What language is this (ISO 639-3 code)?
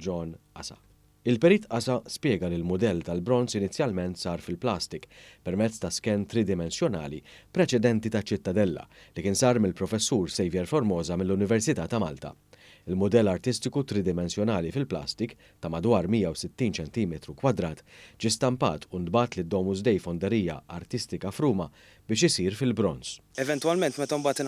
mlt